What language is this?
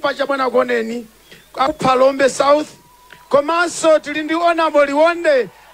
Nyanja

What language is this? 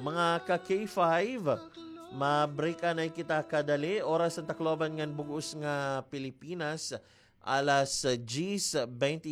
Waray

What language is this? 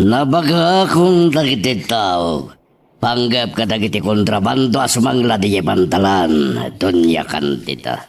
Iloko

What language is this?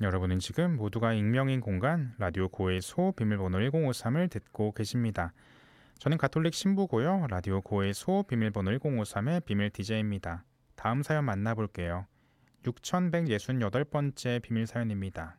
Korean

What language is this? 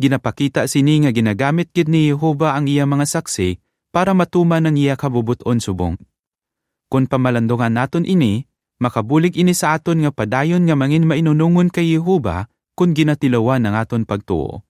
Hiligaynon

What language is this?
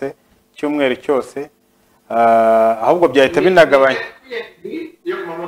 Kinyarwanda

